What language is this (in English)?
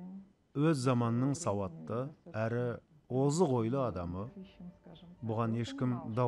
Kazakh